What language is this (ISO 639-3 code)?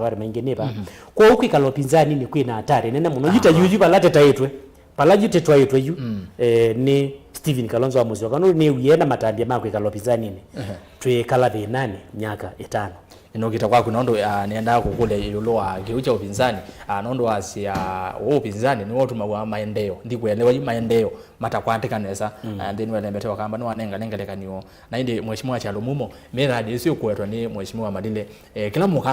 kam